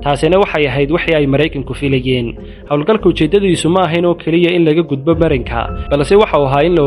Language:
Somali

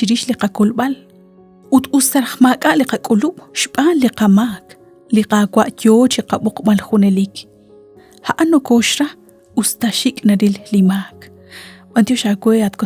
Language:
Kekchí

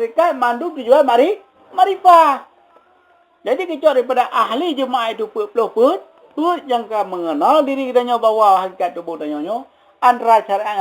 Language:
Achinese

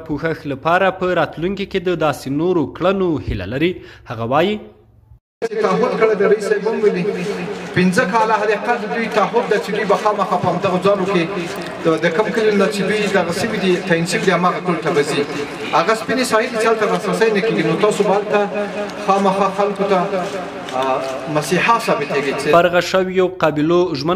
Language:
Pashto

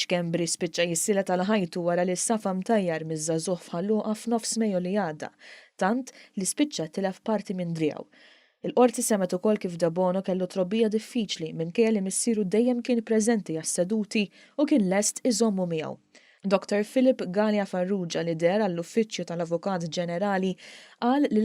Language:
Maltese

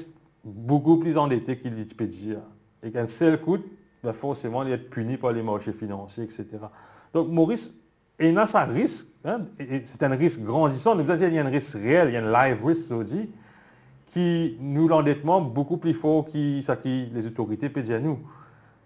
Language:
Morisyen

